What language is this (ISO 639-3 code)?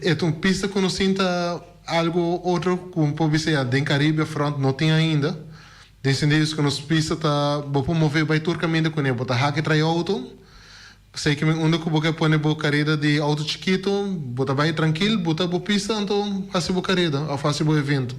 pap